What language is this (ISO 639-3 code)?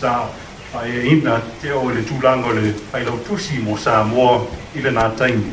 smo